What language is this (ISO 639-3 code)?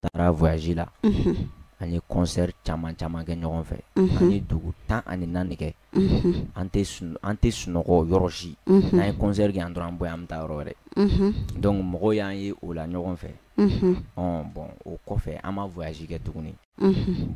bam